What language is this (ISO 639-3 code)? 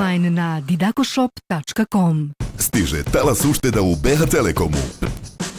bos